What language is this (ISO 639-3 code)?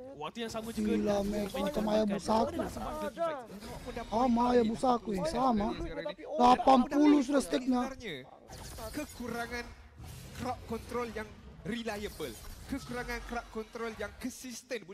msa